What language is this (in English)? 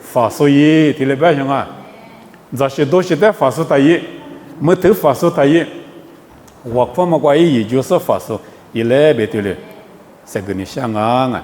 Lisu